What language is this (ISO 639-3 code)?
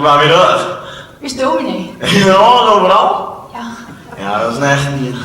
fry